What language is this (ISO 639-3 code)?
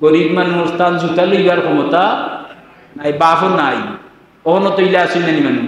syl